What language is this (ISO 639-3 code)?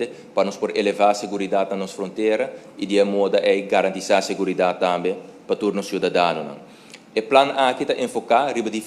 pap